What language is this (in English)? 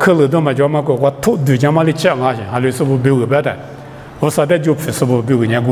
Lisu